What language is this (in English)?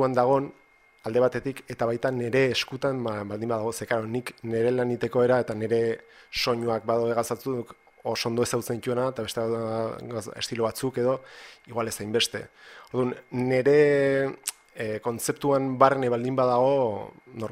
Basque